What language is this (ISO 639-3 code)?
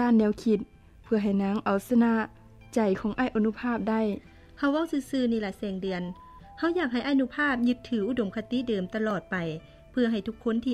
lao